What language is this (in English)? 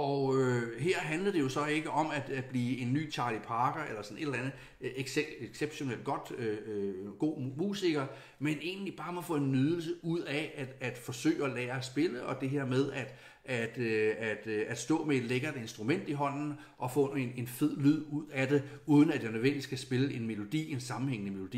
Danish